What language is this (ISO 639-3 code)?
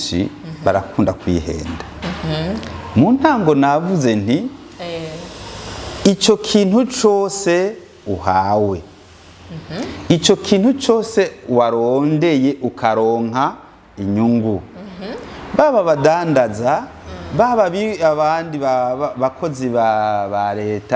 run